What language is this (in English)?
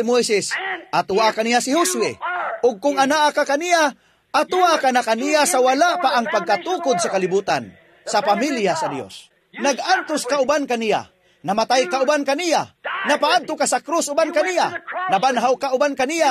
Cebuano